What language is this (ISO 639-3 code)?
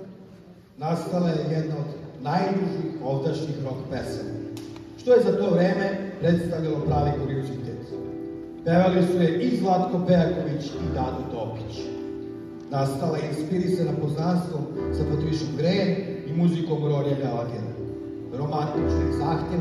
srp